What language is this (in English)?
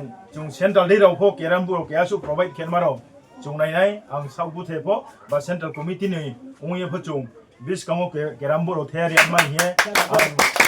Riang (India)